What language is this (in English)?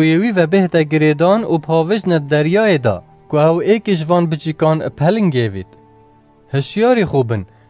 Kurdish